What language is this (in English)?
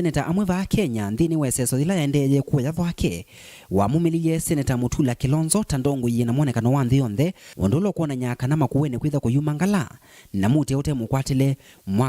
Kamba